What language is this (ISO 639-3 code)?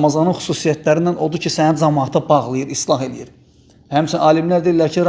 aze